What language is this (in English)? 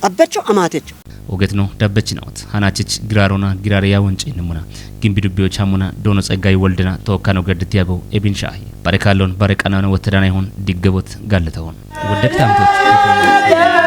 Kafa